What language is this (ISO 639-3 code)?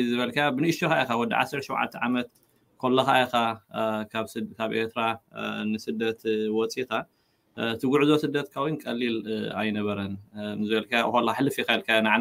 tir